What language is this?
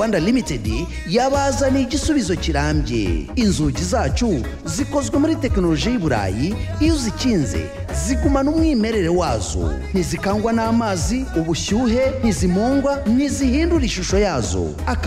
Kinyarwanda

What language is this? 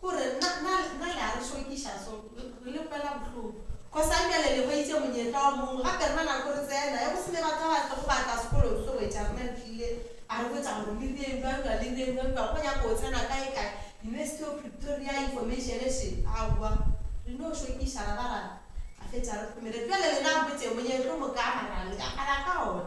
Northern Sotho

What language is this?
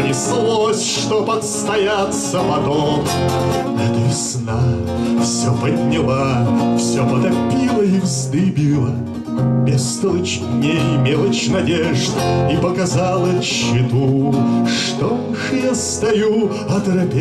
Russian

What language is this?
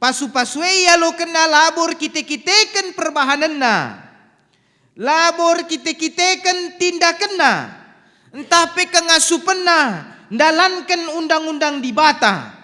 Batak Karo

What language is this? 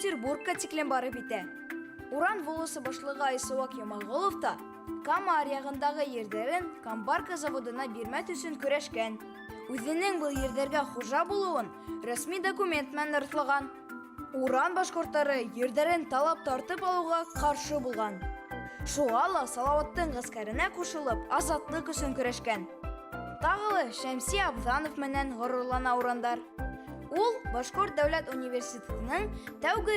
Bashkir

